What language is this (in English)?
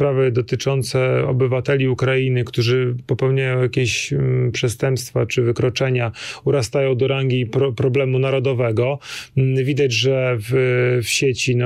Polish